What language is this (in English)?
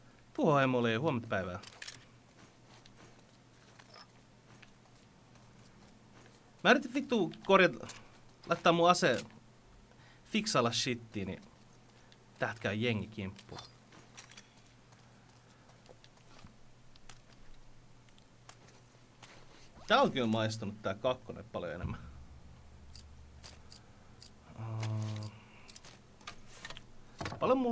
Finnish